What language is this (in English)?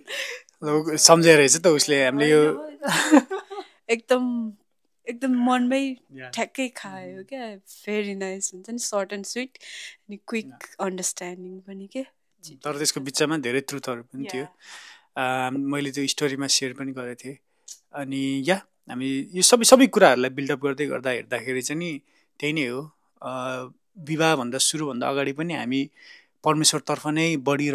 Nepali